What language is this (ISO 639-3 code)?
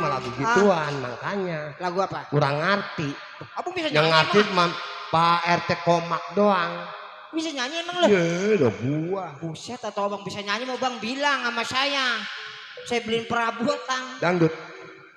bew